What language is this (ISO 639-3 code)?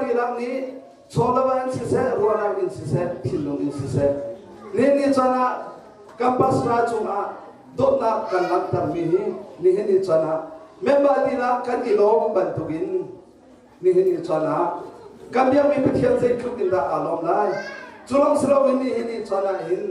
cnh